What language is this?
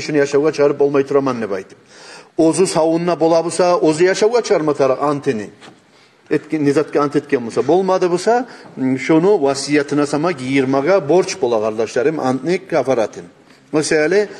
Kumyk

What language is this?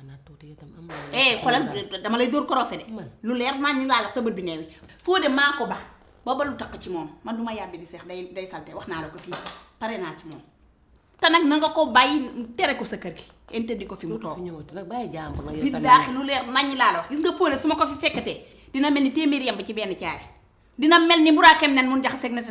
Wolof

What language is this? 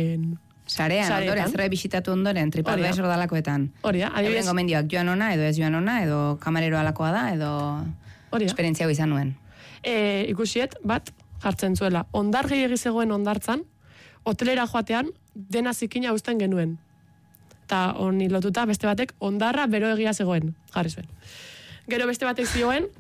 Basque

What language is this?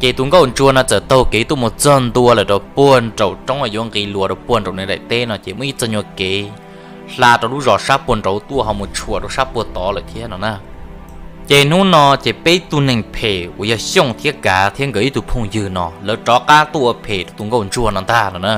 Hmong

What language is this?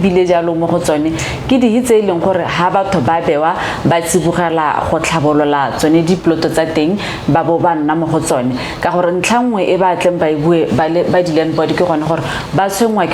Tswana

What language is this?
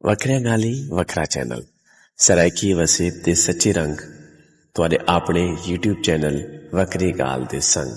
Saraiki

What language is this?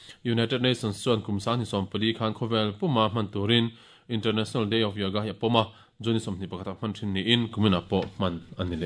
Mizo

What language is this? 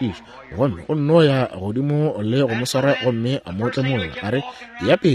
Northern Sotho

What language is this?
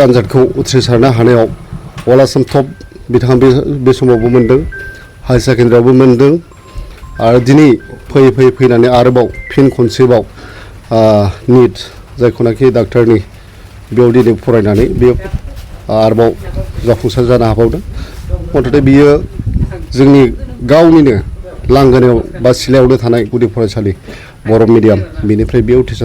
Bodo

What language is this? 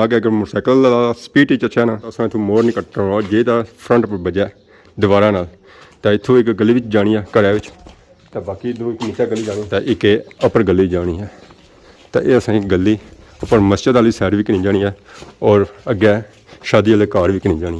Pahari-Potwari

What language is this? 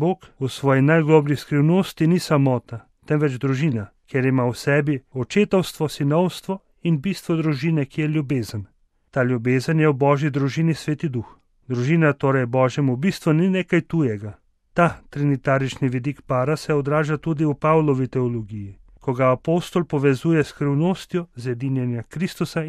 Slovenian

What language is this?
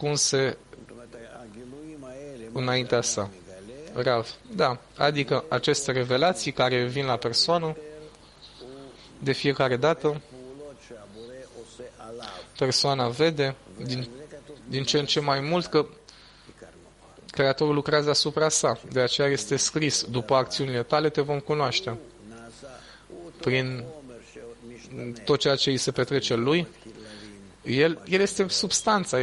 Romanian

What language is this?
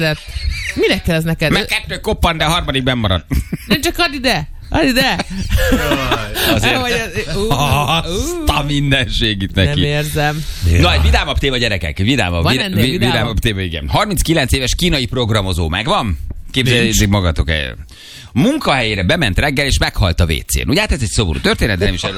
Hungarian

